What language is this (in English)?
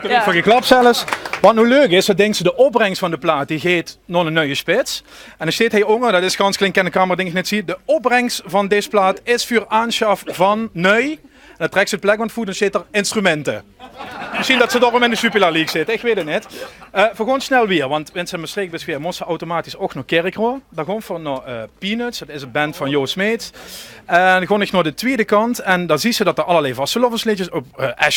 Limburgish